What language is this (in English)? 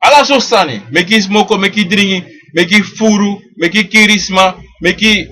Sranan Tongo